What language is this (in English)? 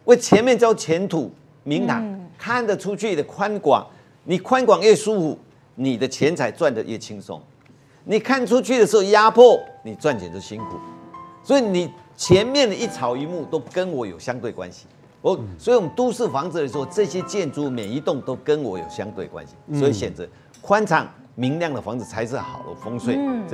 Chinese